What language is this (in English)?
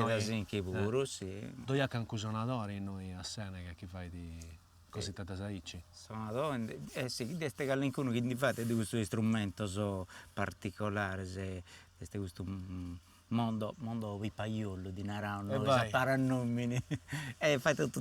Sardinian